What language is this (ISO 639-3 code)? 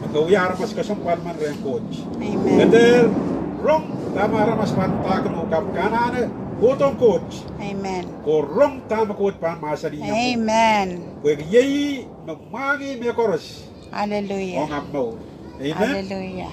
pon